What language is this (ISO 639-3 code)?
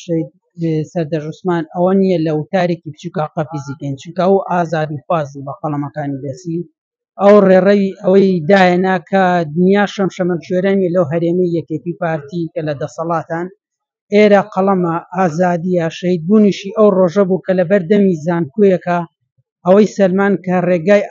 ckb